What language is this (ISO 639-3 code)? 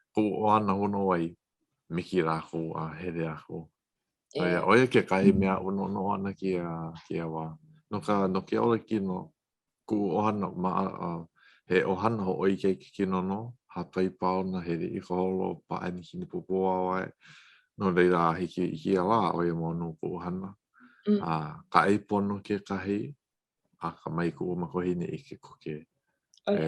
haw